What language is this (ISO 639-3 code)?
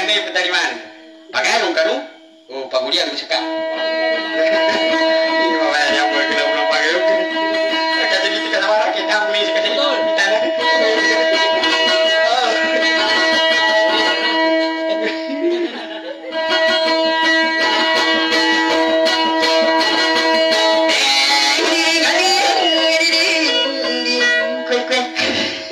msa